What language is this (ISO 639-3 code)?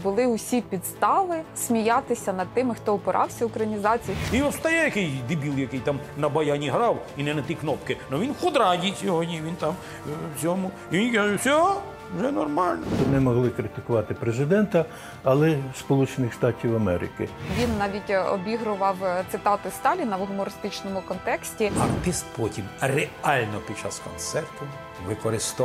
ukr